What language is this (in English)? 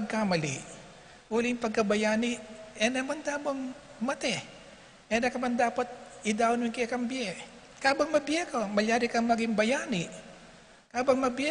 Pampanga